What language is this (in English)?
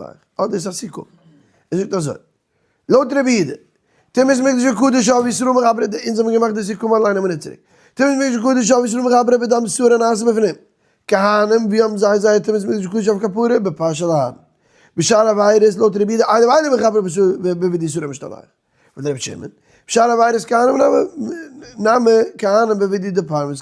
Yiddish